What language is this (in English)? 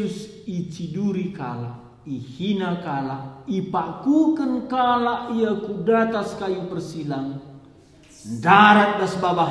Batak Karo